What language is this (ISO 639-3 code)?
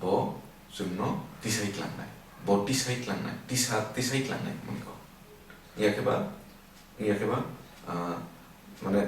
trp